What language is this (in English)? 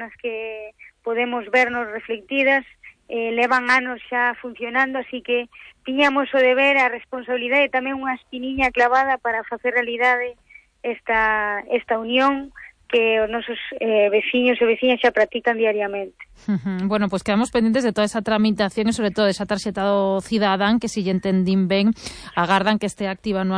Galician